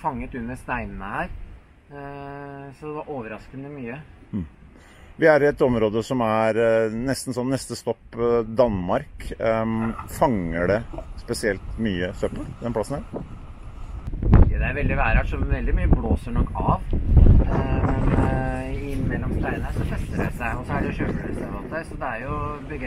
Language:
Norwegian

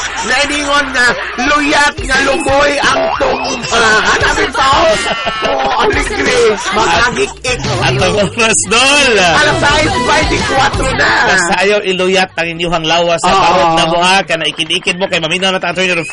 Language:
Cebuano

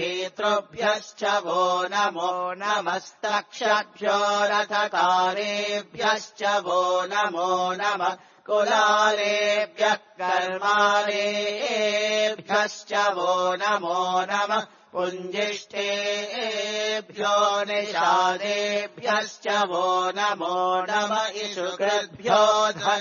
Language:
Sanskrit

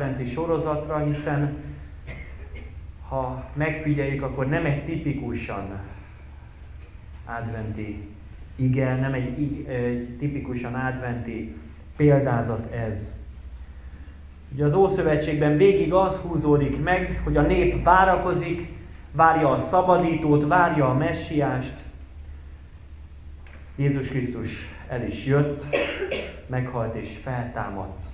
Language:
Hungarian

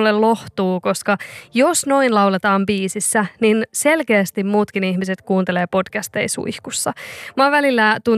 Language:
Finnish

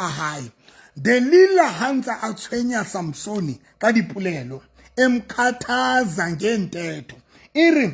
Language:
Southern Sotho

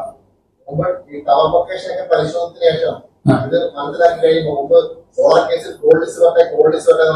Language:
Malayalam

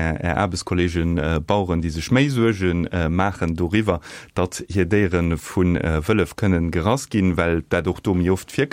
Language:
Luxembourgish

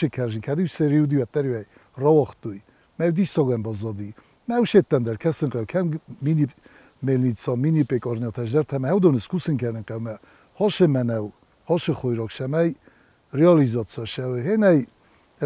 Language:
Ossetic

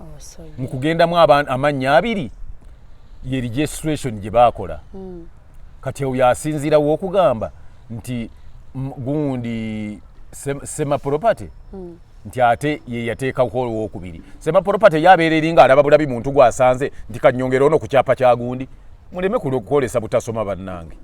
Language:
Ganda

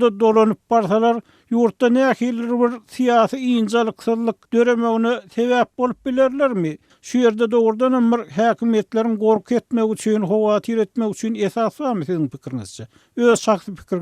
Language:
Turkmen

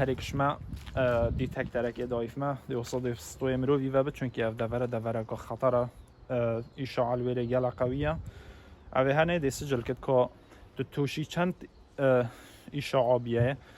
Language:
Kurdish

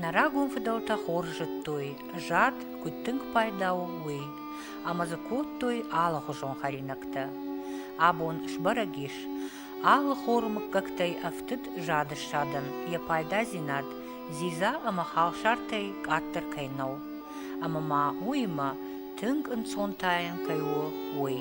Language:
Ossetic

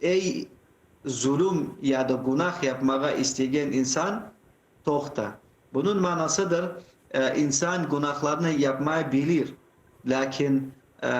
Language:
Crimean Tatar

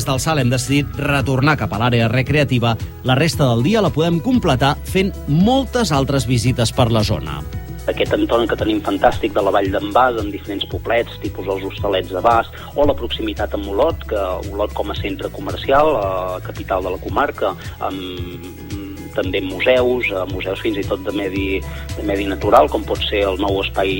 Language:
Catalan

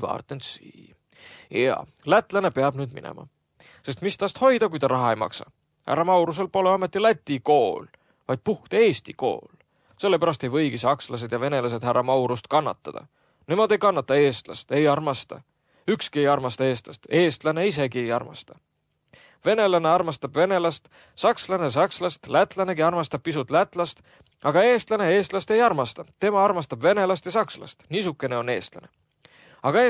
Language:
Estonian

